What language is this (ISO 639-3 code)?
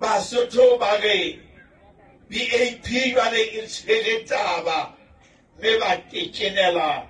sot